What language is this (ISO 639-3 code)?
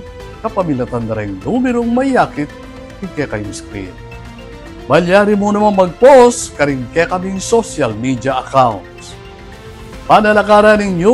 pam